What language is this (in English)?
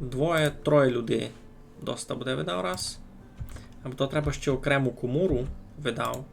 Rusyn